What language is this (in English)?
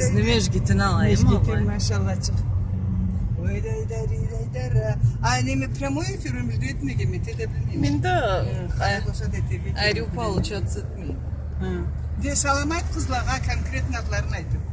Karachay-Balkar